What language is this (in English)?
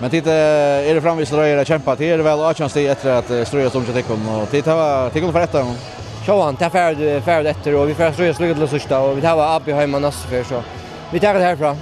Faroese